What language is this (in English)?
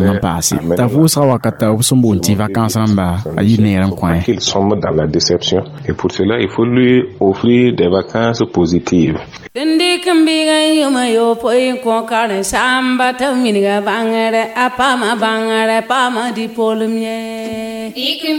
Mossi